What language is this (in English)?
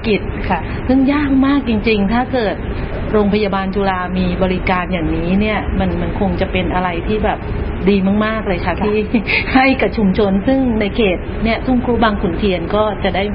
Thai